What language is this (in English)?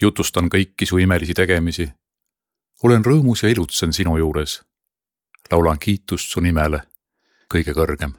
Estonian